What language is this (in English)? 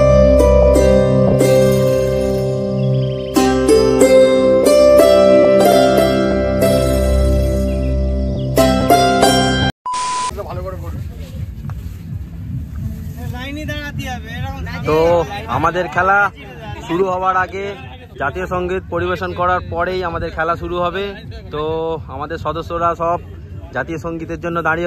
Bangla